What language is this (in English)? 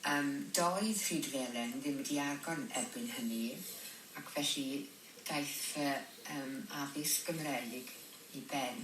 Welsh